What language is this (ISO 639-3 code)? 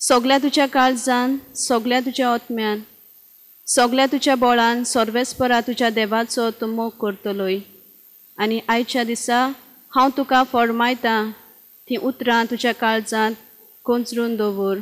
kok